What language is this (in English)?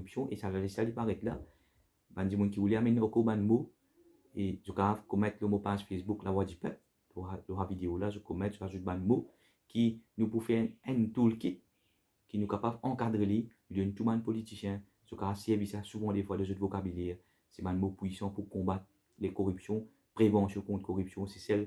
Morisyen